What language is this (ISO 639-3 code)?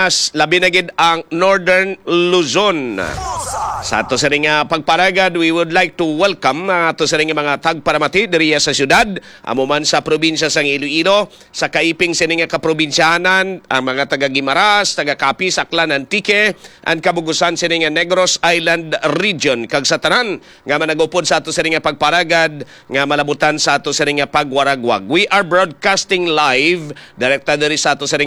hil